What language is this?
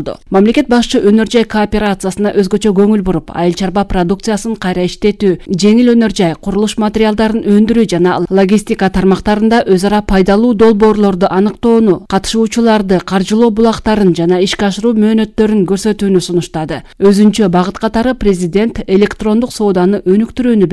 Kyrgyz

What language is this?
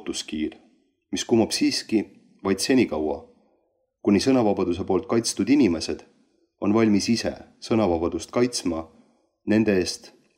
Estonian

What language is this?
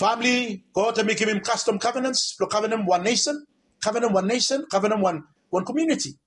Bislama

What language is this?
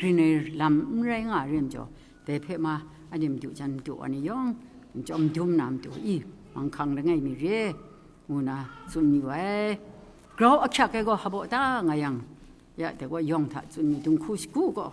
Kachin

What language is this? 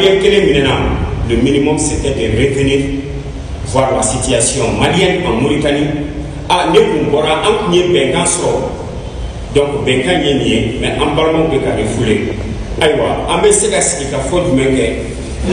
Bambara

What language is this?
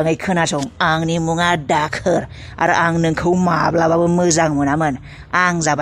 Bodo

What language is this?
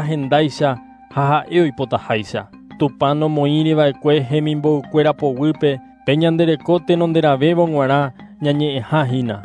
Guarani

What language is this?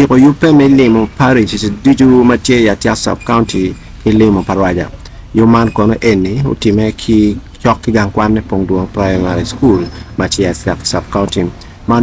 Acoli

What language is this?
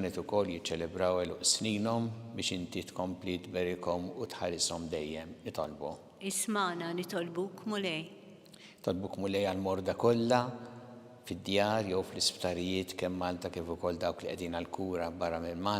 Maltese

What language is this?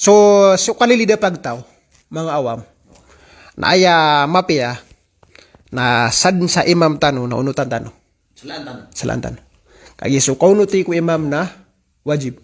Maranao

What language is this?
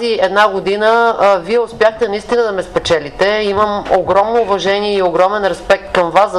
Bulgarian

